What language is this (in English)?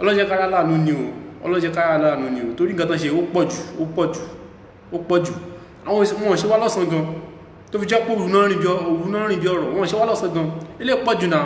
Yoruba